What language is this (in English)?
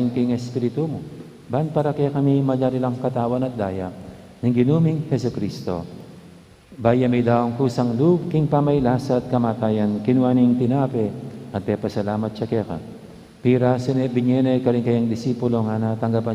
Pampanga